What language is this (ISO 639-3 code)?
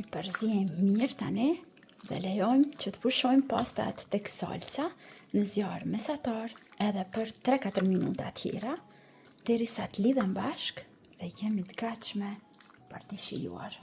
sqi